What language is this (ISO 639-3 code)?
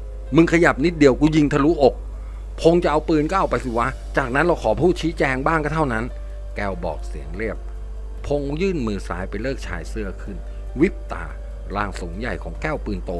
tha